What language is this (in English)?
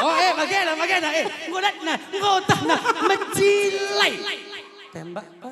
Batak Karo